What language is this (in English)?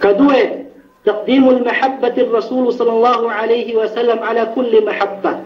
Yakan